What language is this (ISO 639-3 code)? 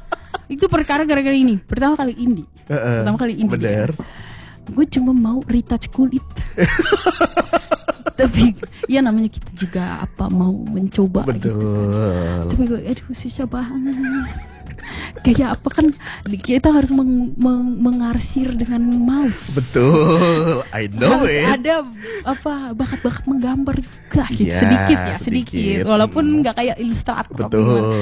ind